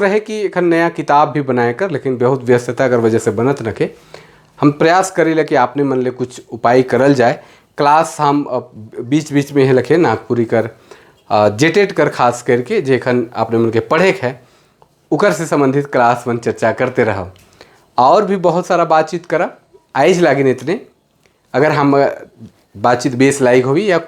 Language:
Sadri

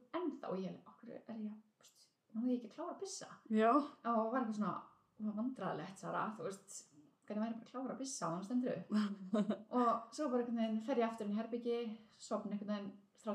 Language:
Icelandic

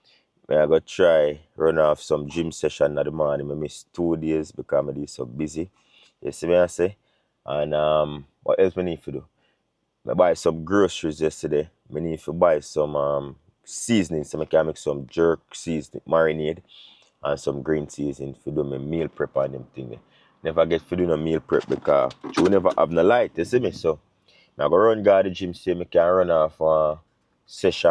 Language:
Jamaican Creole English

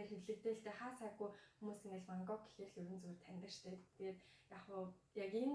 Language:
Mongolian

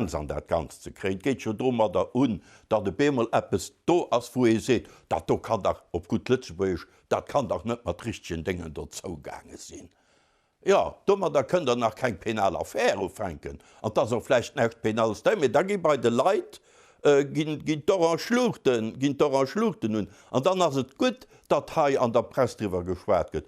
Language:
Luxembourgish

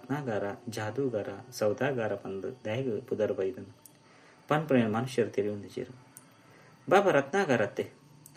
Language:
Tulu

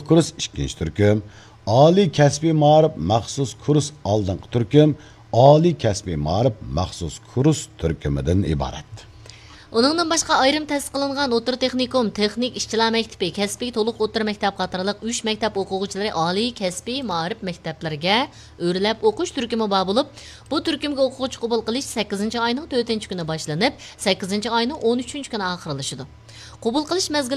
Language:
Uyghur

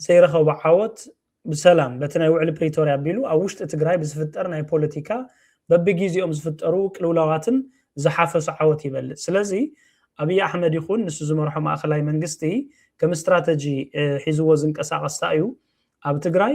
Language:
Tigrinya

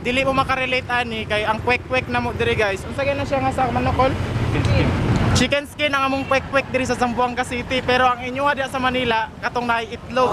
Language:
Cebuano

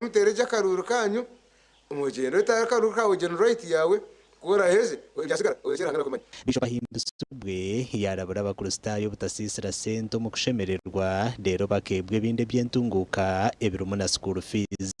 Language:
Nyankole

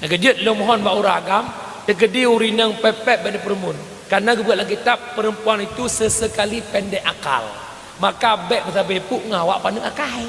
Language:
Achinese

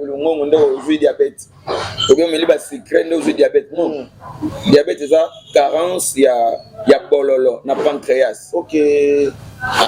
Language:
Lingala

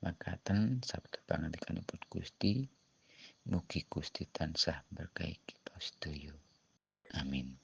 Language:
Javanese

